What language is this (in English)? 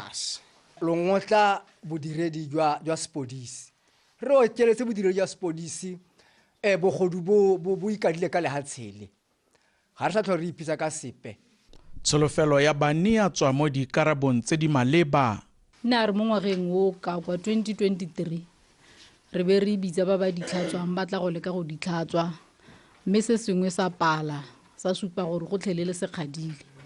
Tswana